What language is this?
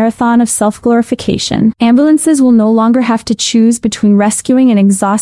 English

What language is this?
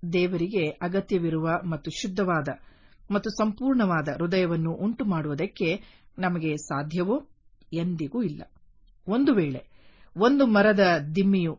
Kannada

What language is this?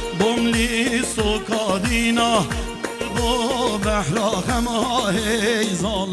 Kurdish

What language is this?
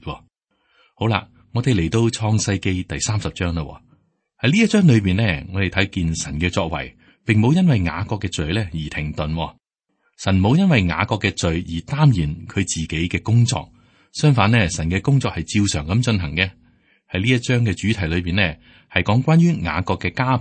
Cantonese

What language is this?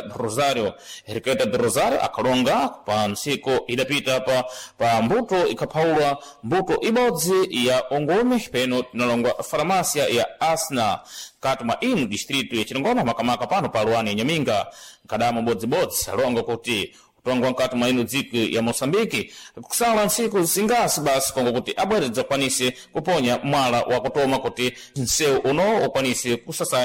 Sena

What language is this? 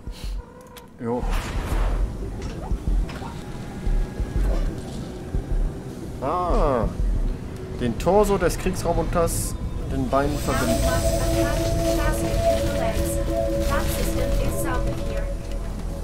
German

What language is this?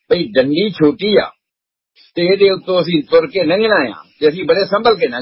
Punjabi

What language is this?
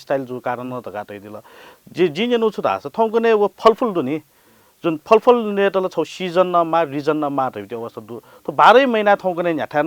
Newari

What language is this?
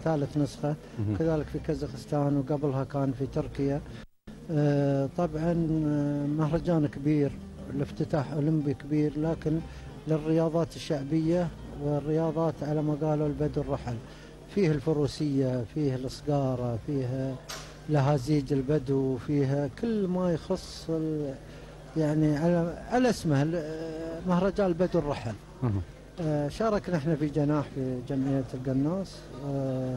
Gulf Arabic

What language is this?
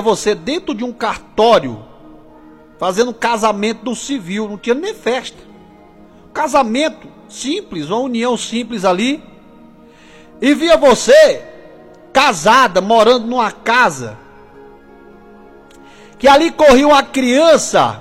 Portuguese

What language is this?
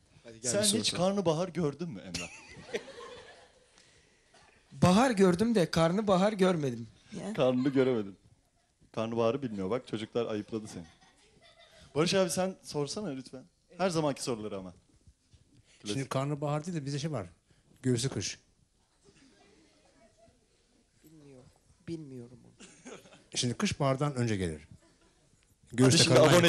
Turkish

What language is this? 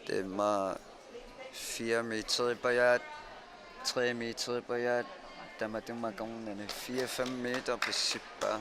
Kalaallisut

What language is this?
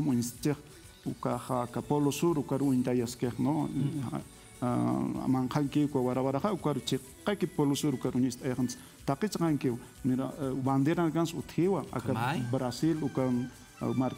Aymara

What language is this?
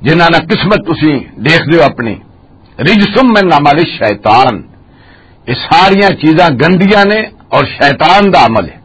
Western Panjabi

